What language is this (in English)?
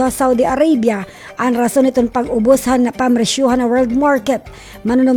Waray